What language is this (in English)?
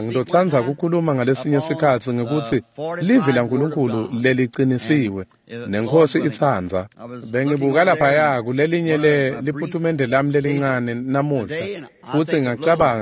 Swati